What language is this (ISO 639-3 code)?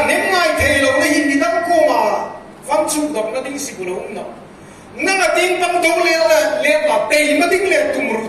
hmr